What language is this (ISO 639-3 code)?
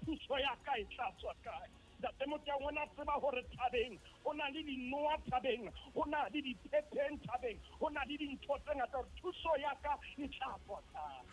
sot